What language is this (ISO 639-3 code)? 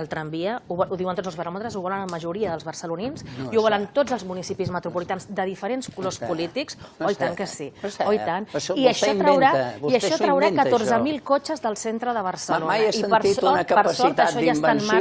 cat